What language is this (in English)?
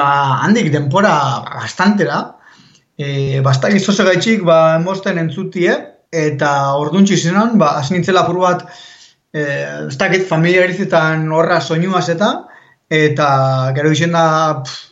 Basque